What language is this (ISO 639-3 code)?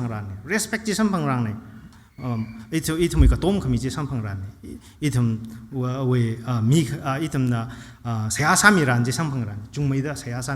nmf